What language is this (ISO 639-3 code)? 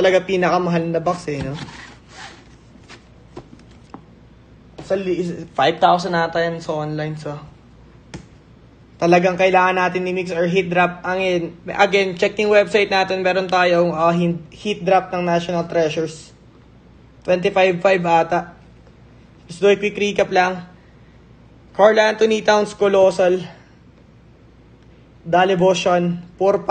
fil